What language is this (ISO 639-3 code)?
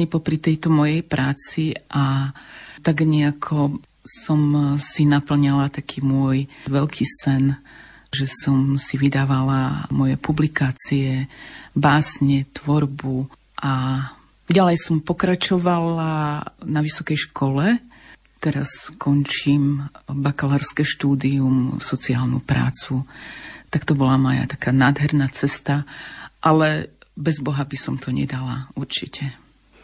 slk